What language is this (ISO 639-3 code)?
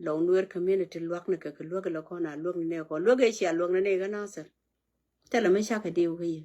nus